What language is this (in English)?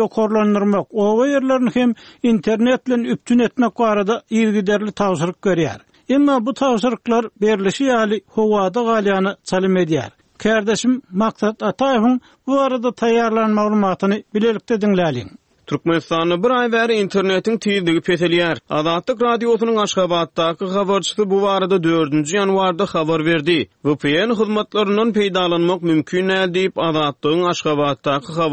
Turkmen